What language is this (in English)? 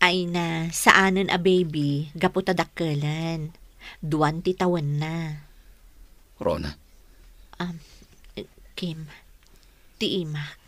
Iloko